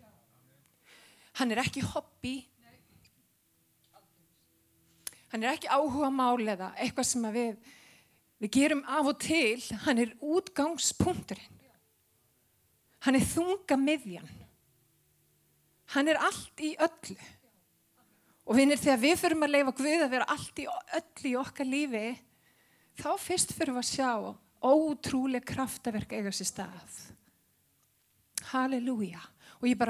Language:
Icelandic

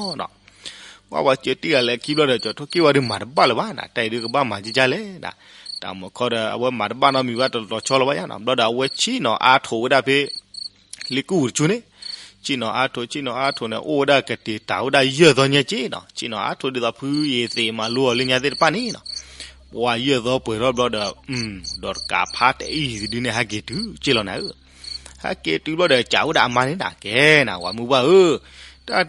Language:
S'gaw Karen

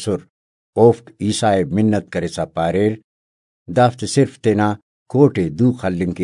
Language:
Brahui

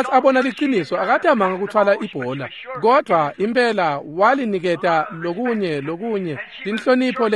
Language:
Swati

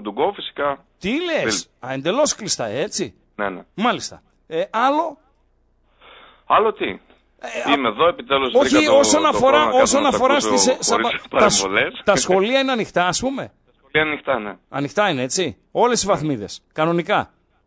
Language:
Greek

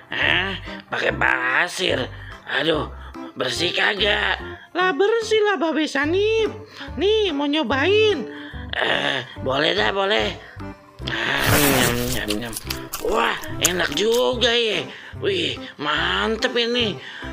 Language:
Betawi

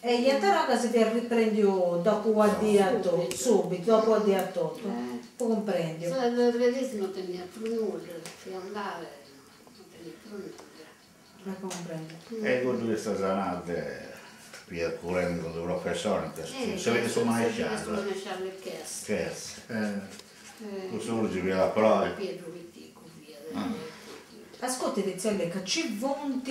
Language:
Sardinian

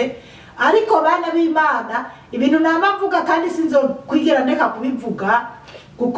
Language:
Rundi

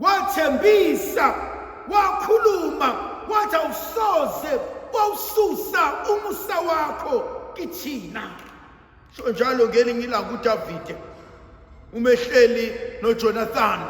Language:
Zulu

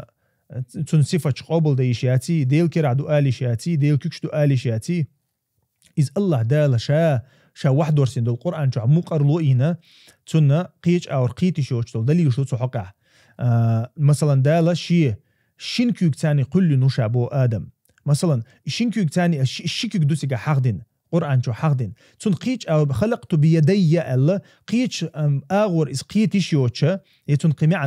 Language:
Chechen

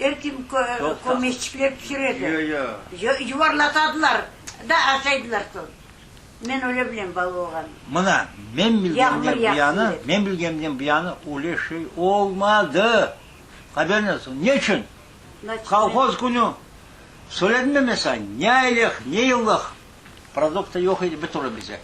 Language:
Crimean Tatar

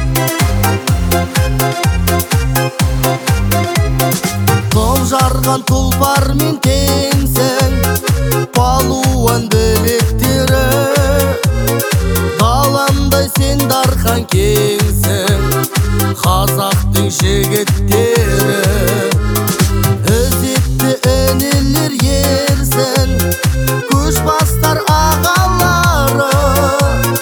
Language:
Kazakh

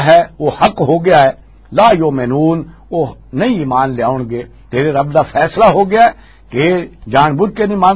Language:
Western Panjabi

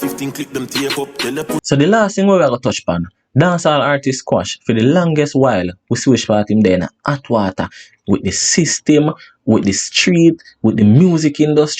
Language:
Jamaican Creole English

